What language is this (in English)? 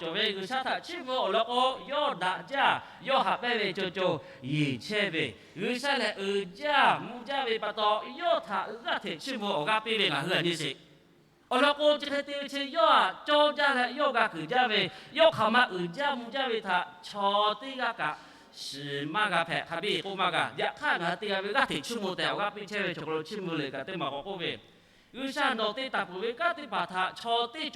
Lahu